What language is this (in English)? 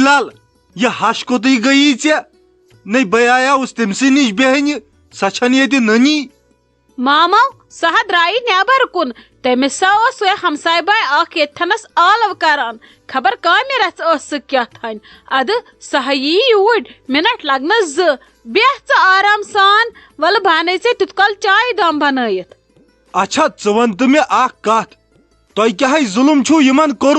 Kashmiri